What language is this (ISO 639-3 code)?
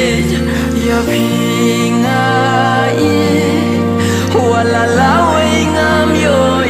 kha